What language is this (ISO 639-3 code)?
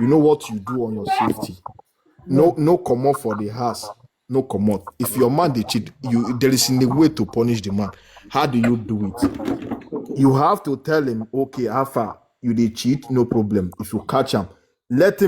pcm